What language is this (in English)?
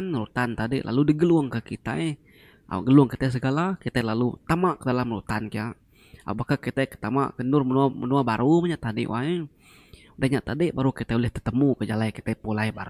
Iban